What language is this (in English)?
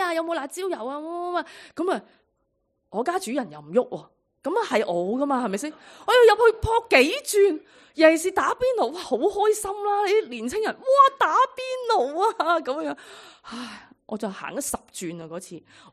Cantonese